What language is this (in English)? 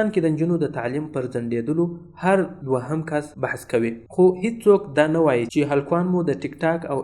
Pashto